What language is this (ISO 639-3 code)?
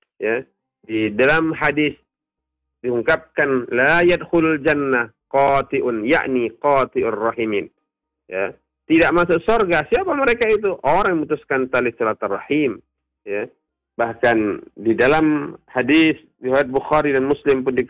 ind